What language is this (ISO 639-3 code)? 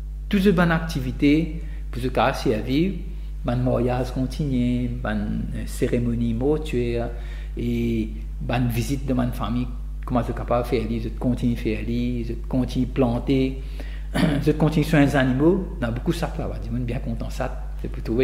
mfe